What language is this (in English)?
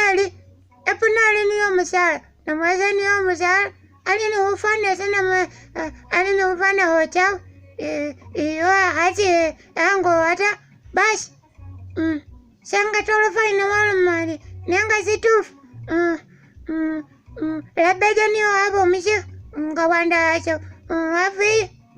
Masaaba